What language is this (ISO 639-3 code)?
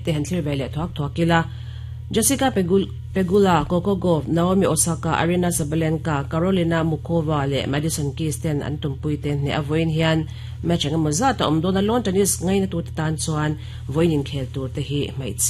lus